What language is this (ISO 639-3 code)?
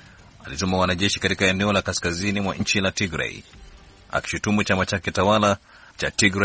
swa